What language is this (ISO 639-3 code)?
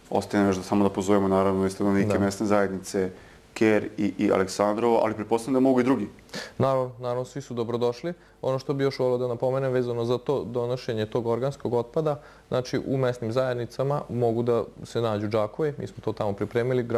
srp